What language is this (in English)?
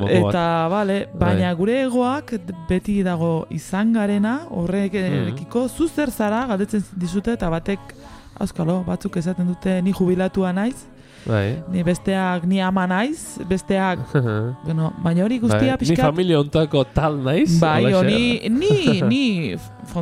Basque